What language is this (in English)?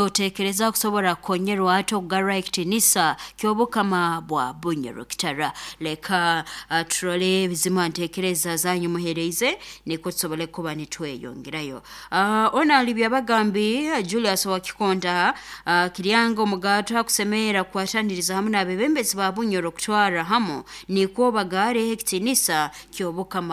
Nyoro